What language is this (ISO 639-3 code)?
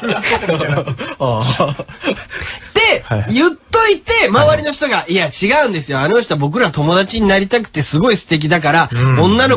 jpn